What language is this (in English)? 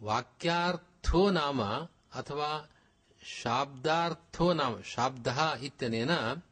Sanskrit